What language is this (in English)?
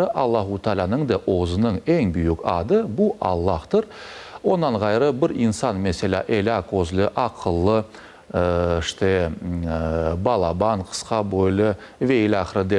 Crimean Tatar